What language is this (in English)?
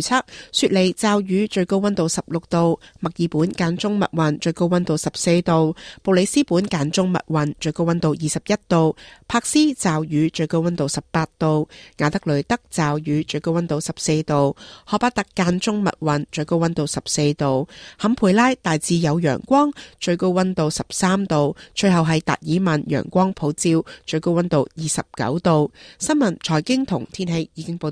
Cantonese